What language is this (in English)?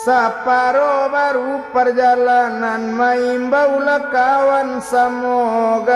Minangkabau